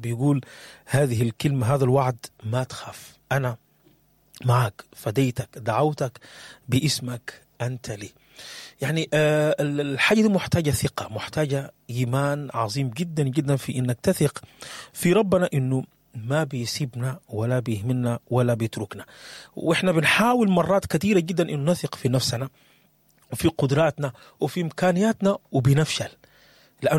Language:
Sudanese Arabic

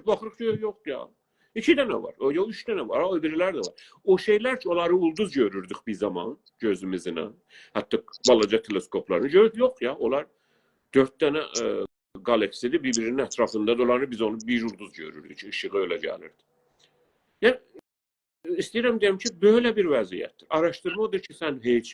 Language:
South Azerbaijani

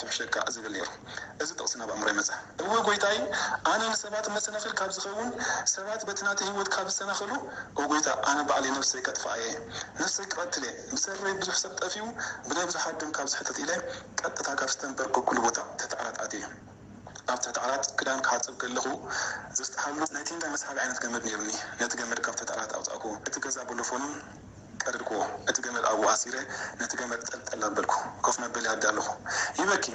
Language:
Tigrinya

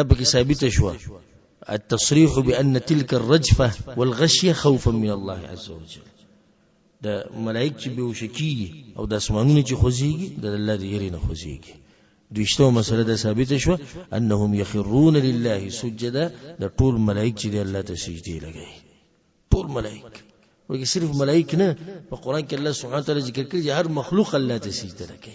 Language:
Pashto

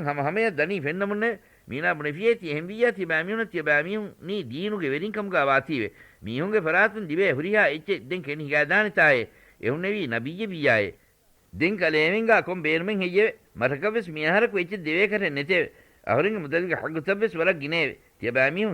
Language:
Divehi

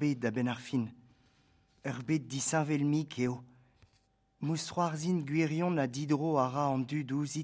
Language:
Breton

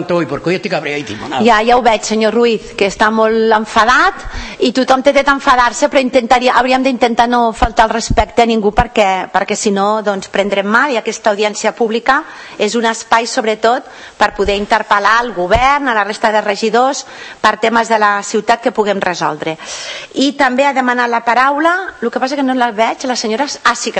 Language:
Catalan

